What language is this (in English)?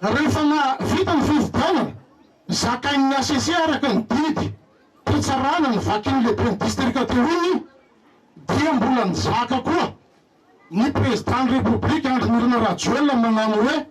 Malagasy